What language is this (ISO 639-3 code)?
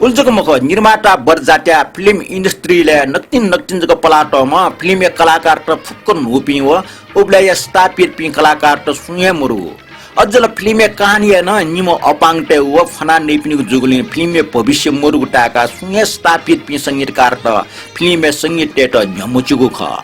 new